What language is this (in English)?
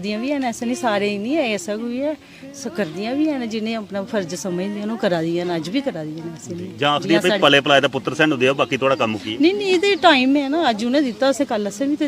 Dogri